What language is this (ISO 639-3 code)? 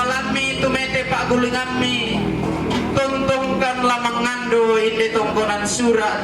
sda